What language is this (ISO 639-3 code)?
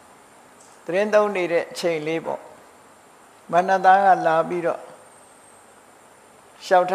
mya